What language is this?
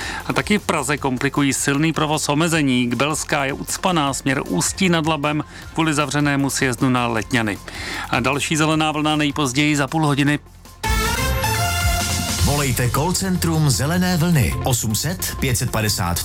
Czech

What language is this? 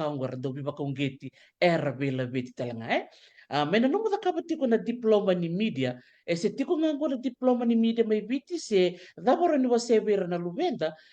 Fijian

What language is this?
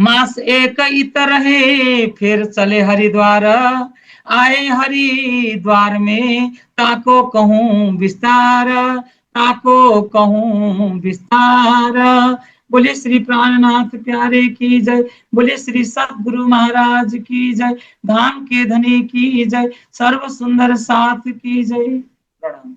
Nepali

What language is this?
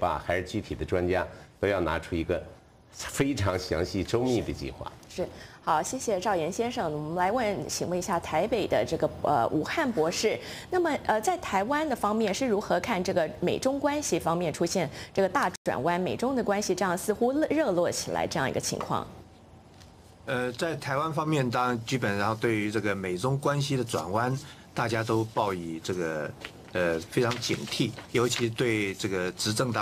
Chinese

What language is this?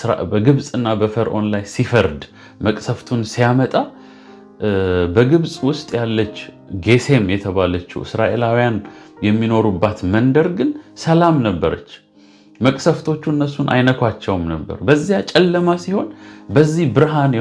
Amharic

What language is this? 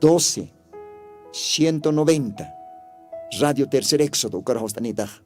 Aymara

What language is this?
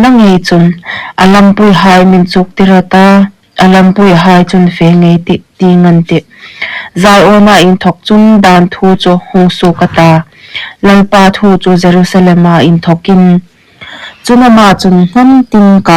Hmar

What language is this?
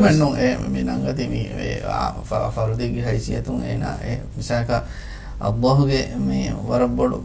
Divehi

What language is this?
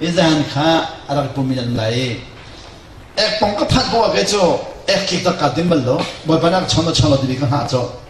Hakha Chin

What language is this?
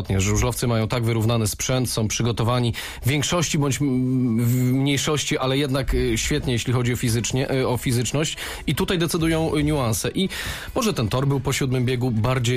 Polish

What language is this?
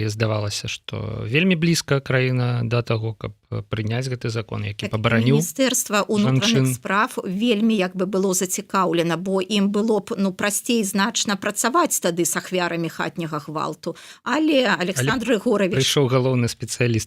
Belarusian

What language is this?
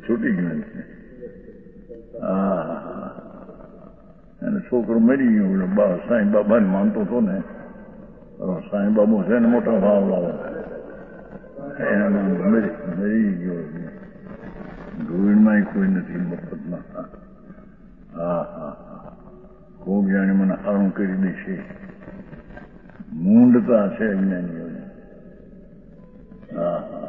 Gujarati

